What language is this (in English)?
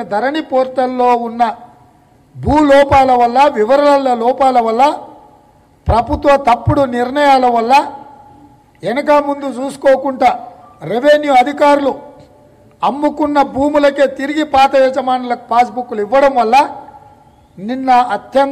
Telugu